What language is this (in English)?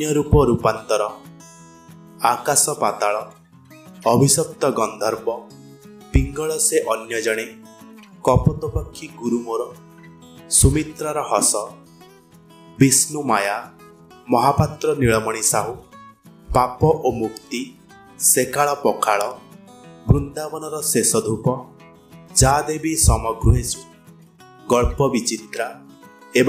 Odia